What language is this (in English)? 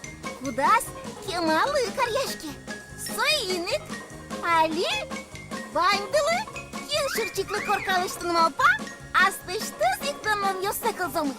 Udmurt